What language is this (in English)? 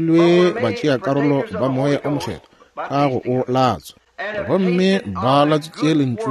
Northern Sotho